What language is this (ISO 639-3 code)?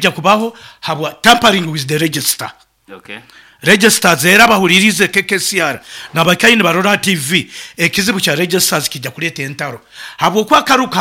nyo